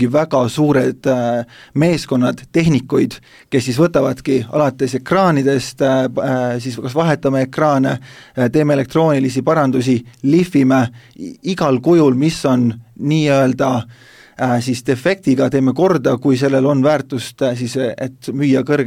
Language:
Estonian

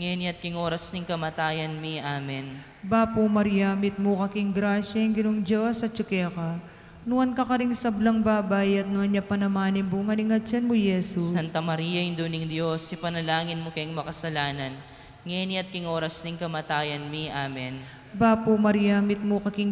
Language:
Pampanga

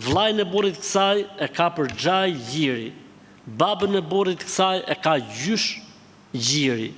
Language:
Albanian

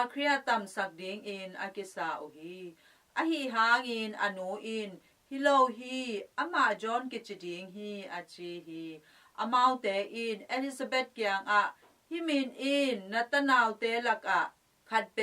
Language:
Tedim Chin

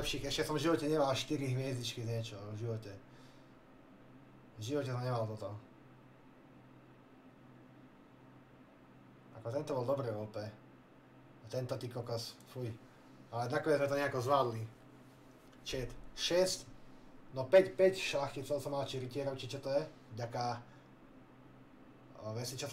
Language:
Slovak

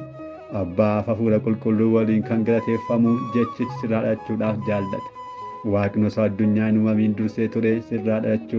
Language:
Oromo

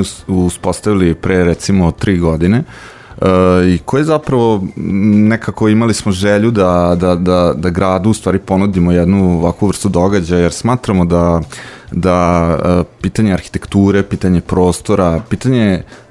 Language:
Serbian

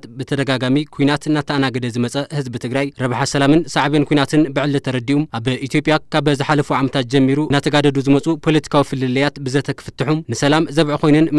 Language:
Tigrinya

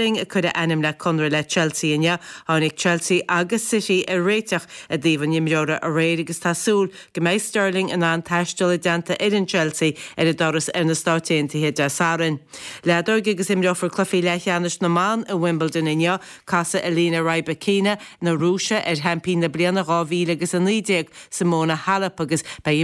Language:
Irish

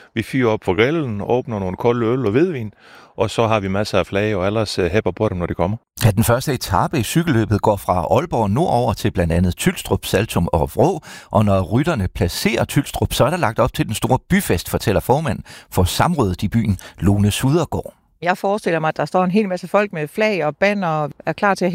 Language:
Danish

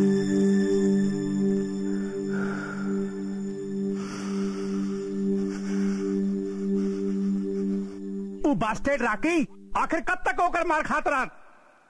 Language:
Bhojpuri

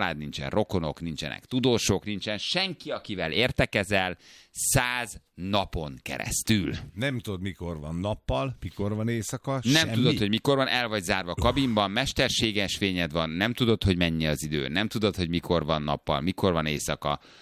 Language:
Hungarian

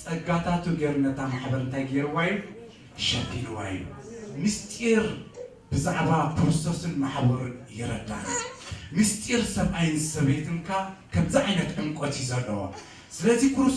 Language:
Tigrinya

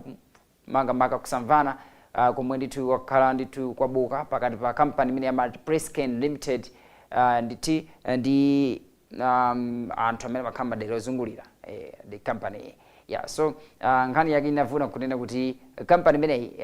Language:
Nyanja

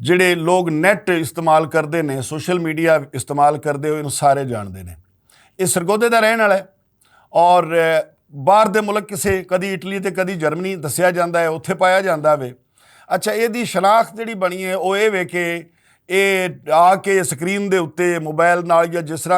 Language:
Western Panjabi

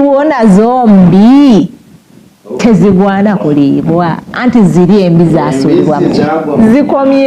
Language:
Ganda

